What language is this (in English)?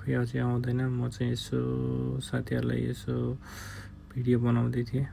Nepali